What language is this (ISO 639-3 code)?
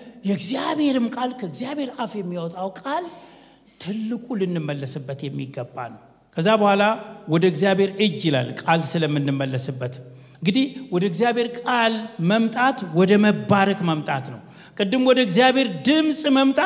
amh